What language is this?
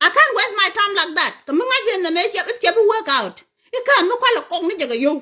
Nuer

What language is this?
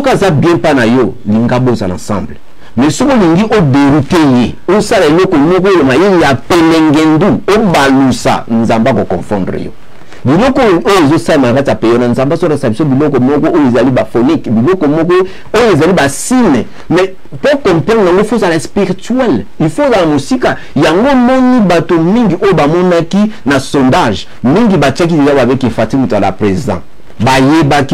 Lingala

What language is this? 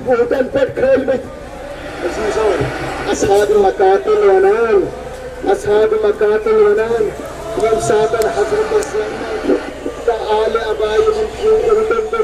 Kashmiri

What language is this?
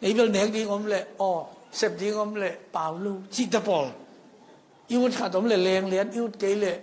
Tedim Chin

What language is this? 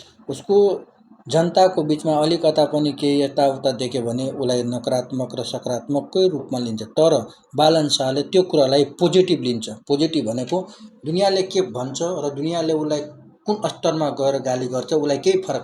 Nepali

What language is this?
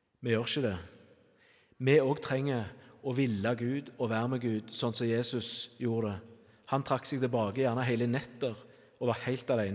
Norwegian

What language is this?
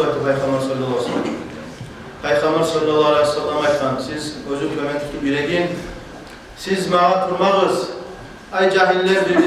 Kumyk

